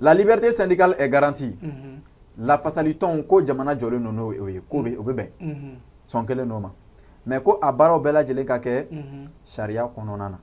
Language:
Bambara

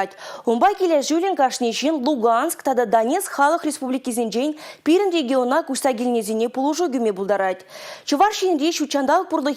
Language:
Chuvash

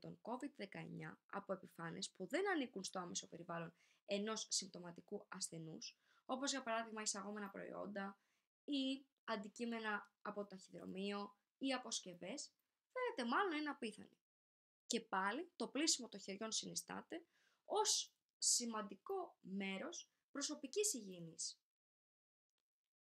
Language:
Greek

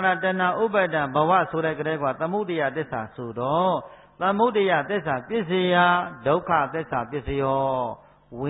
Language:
Burmese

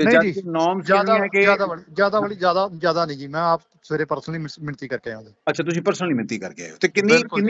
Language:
Punjabi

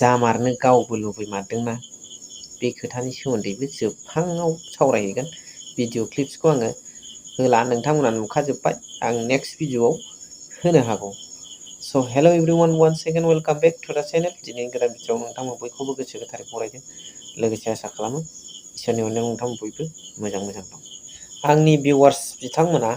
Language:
Bodo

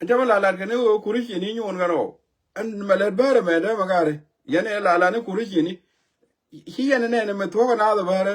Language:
Nuer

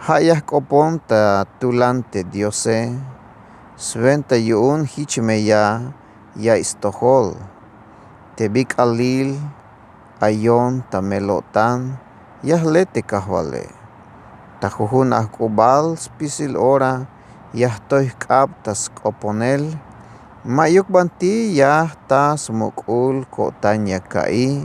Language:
Tzeltal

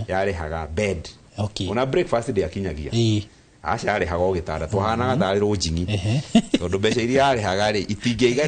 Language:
Kikuyu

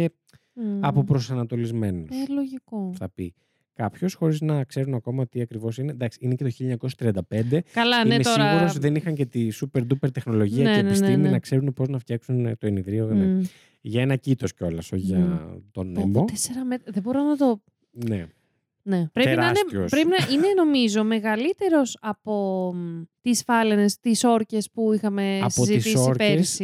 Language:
Greek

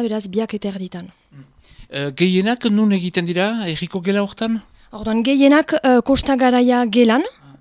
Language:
Basque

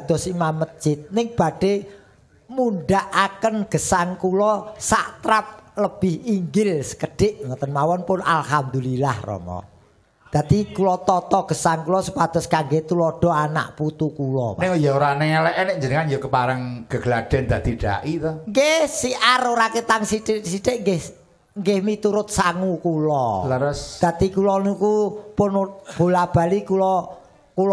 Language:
Javanese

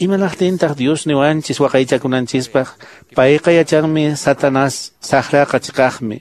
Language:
Quechua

